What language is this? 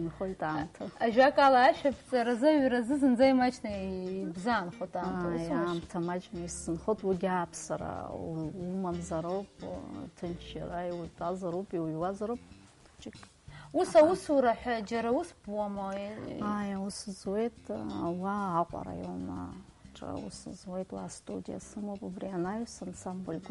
Abkhazian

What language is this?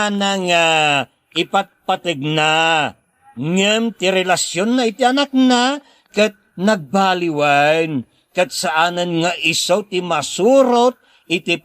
Iloko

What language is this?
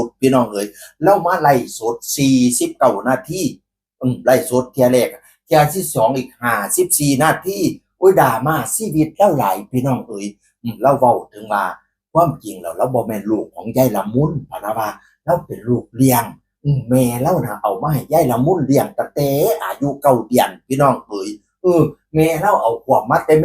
Northeastern Thai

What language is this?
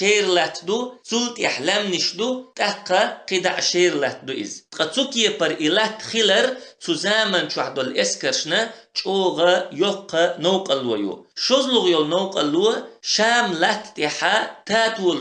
Chechen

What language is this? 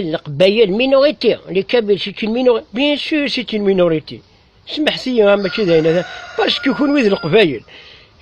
Kabyle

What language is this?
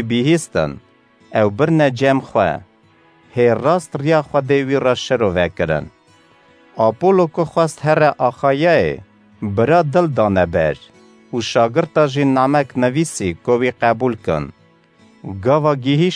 Kurdish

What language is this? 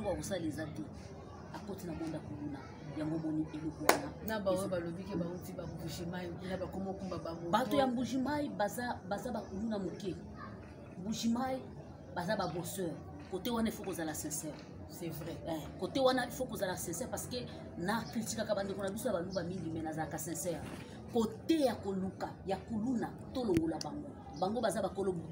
Lingala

